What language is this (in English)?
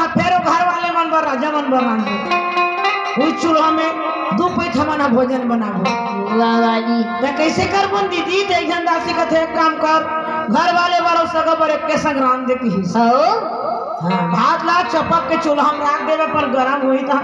Chhattisgarhi